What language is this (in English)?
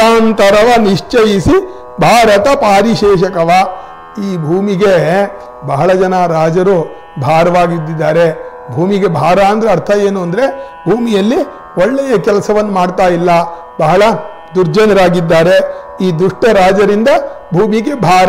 Kannada